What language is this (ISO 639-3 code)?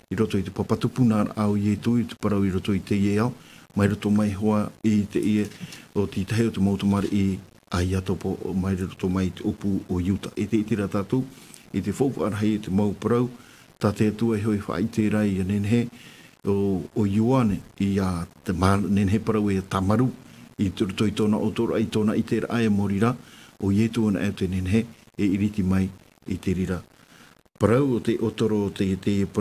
tah